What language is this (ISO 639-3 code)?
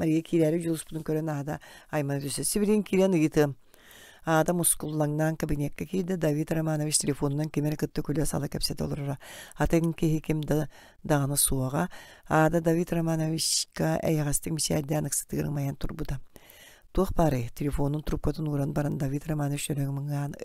sah